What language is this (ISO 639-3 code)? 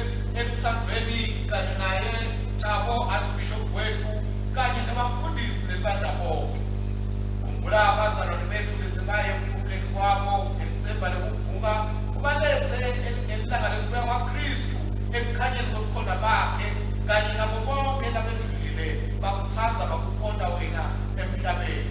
ssw